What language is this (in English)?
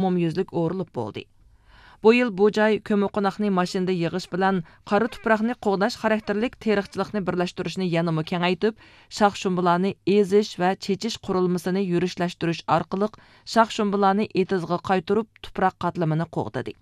Uyghur